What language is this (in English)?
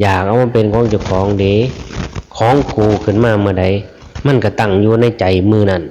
Northeastern Thai